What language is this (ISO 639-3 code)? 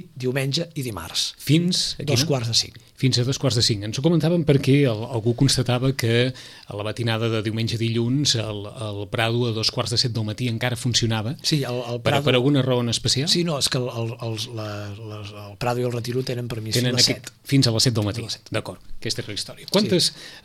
cat